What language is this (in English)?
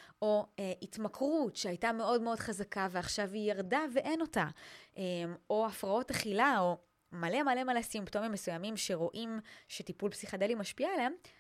Hebrew